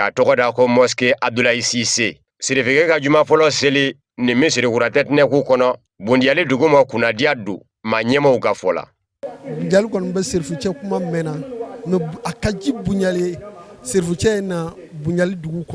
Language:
Bambara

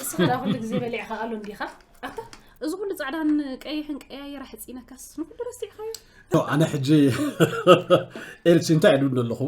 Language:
Tigrinya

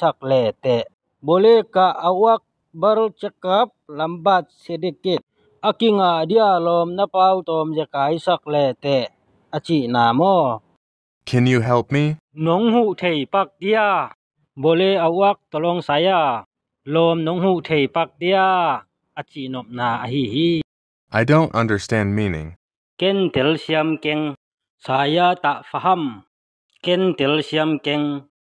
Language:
Tedim Chin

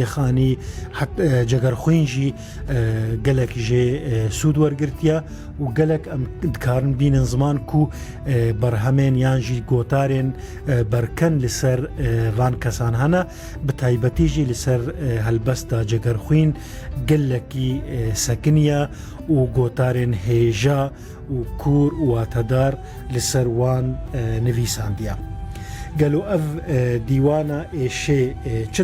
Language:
Kurdish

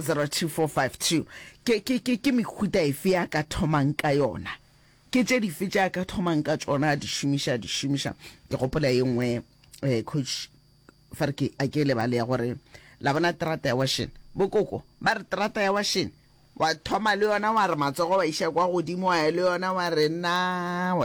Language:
Northern Sotho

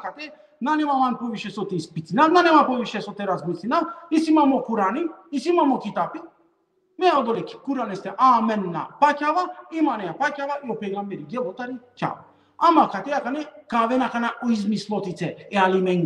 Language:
Balkan Romani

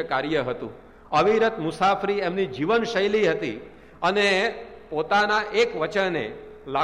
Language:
Gujarati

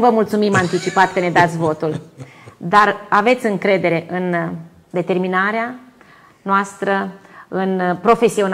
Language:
Romanian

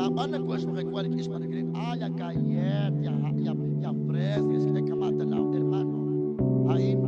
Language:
Kekchí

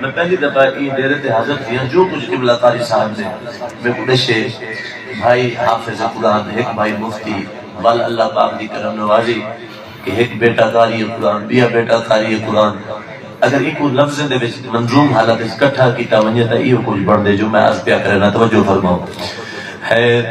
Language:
Saraiki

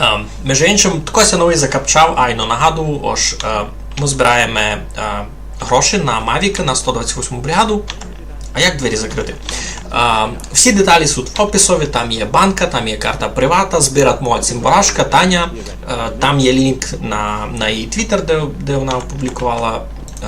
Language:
Rusyn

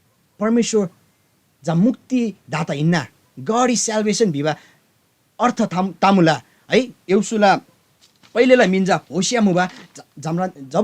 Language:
Eastern Tamang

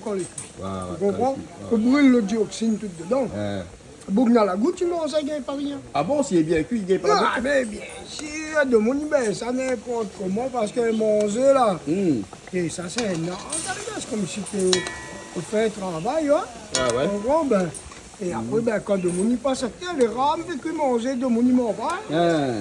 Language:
Réunion Creole French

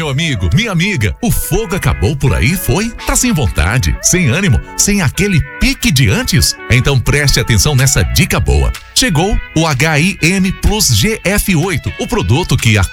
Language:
Portuguese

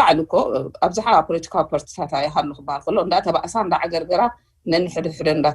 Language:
Tigrinya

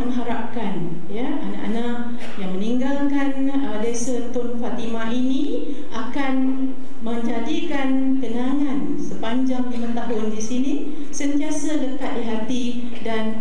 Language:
Malay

